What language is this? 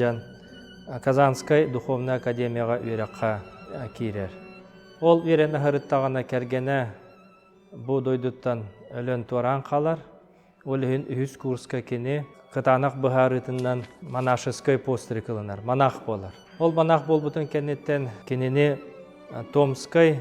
Yakut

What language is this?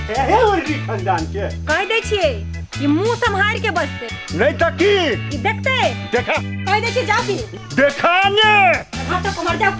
Maithili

